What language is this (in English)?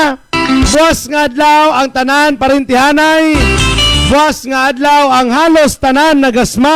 Hiligaynon